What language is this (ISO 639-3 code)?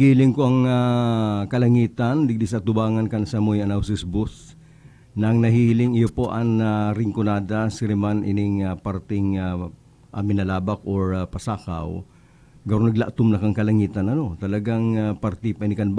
bik